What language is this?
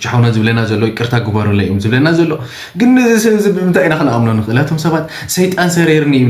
Tigrinya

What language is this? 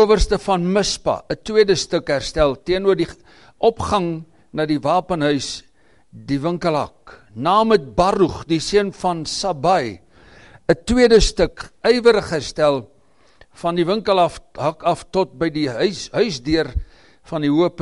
Afrikaans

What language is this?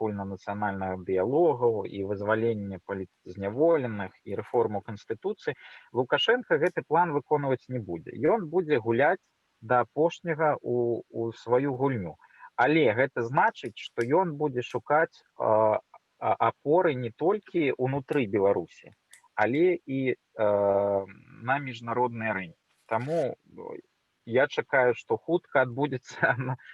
Belarusian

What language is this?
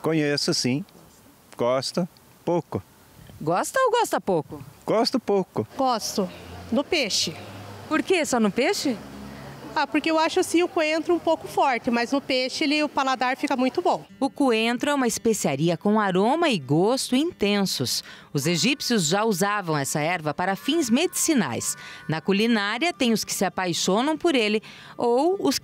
Portuguese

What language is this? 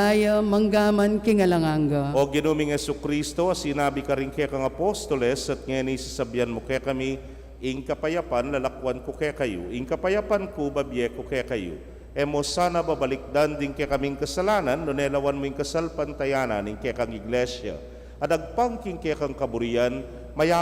Pampanga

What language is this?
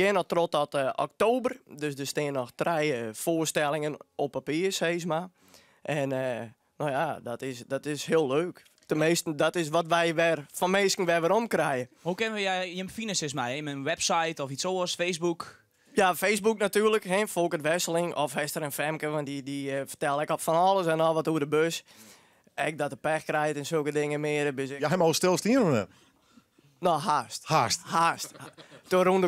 Western Frisian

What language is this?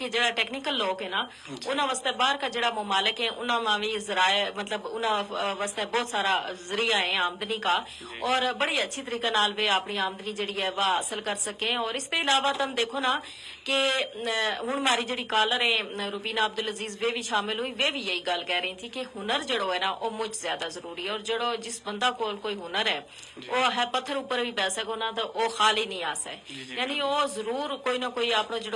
Gujari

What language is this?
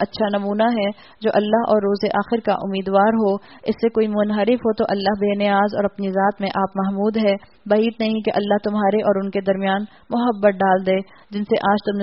Urdu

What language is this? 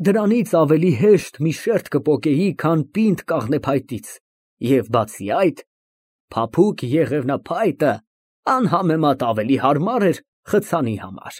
Armenian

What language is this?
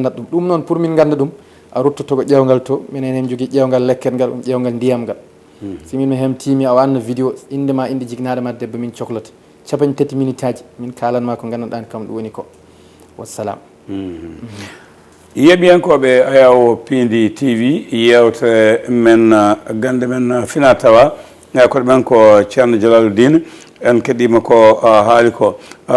Fula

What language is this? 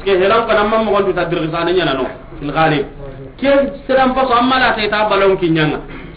Soninke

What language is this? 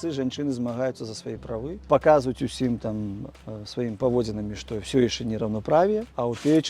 Belarusian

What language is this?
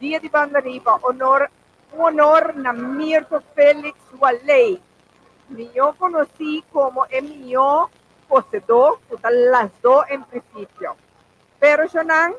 Papiamento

